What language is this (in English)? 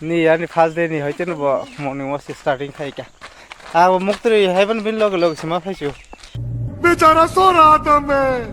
Kok Borok